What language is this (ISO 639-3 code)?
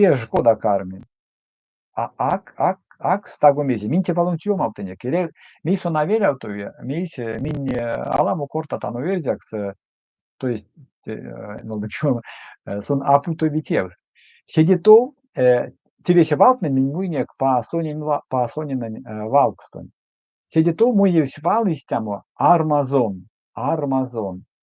myv